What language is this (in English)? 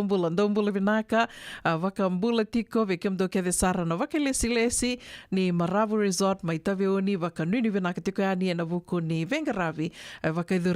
Fijian